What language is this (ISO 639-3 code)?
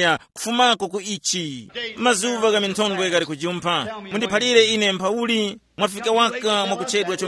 tum